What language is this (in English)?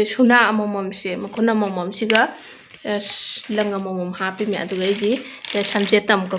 Manipuri